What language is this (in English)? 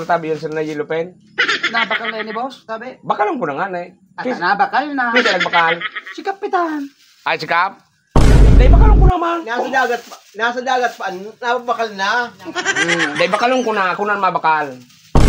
Bikol